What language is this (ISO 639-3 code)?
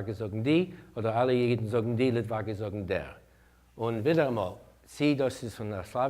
yid